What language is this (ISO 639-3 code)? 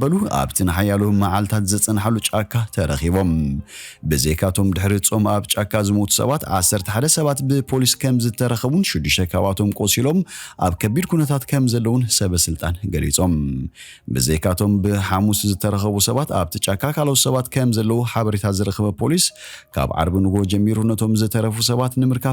tir